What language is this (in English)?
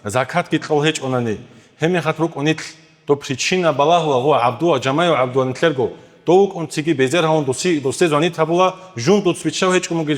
Avaric